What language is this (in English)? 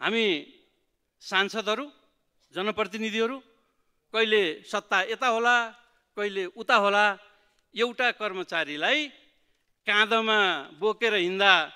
Nepali